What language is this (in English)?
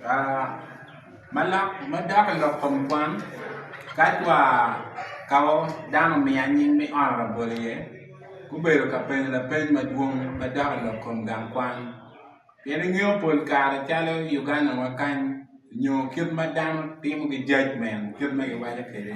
Acoli